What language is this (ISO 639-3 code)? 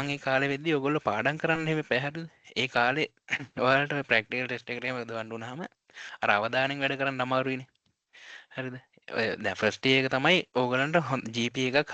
sin